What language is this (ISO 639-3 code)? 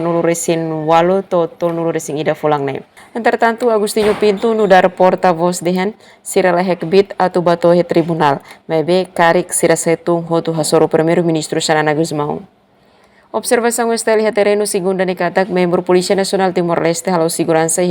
tet